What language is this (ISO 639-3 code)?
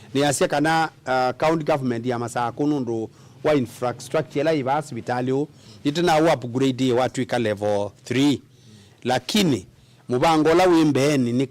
kam